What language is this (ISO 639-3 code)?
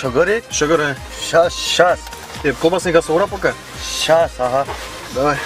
chv